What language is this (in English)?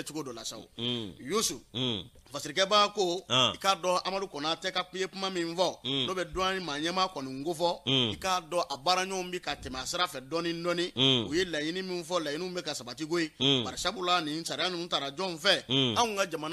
Bambara